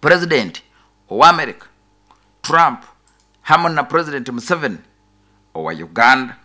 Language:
Nyoro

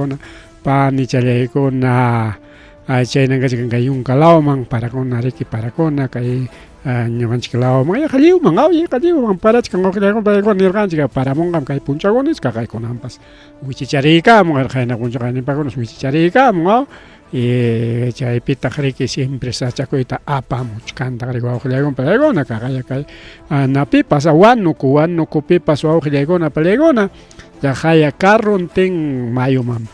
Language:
Ayacucho Quechua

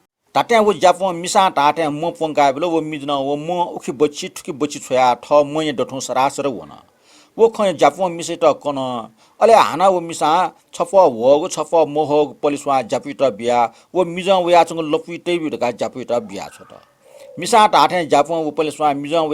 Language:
Newari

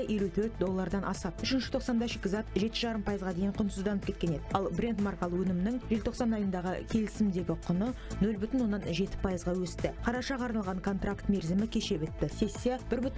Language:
Kazakh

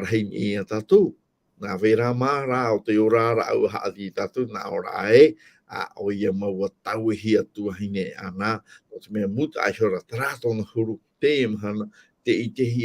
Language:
Tahitian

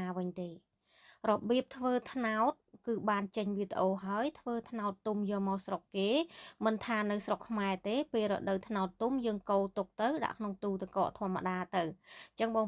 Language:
Khmer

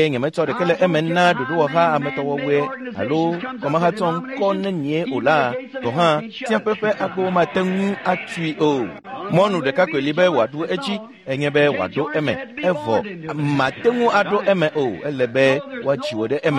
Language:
Ewe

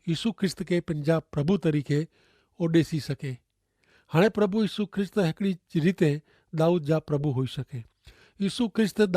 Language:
Kachhi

